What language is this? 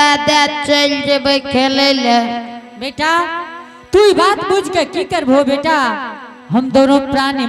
Angika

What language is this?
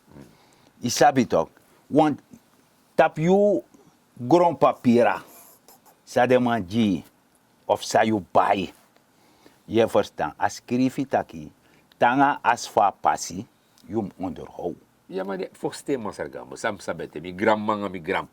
Sranan Tongo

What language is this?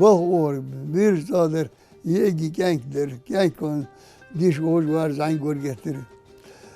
Ingush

